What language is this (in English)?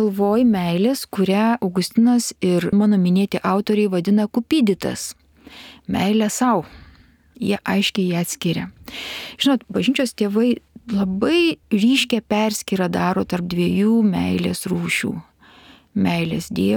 Lithuanian